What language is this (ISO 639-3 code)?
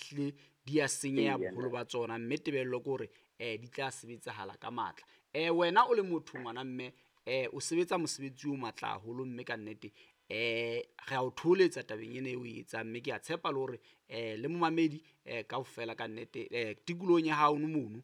sot